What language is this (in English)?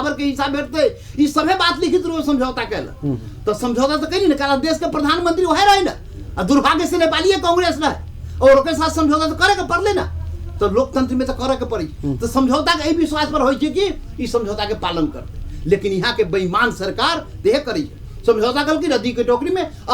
Maithili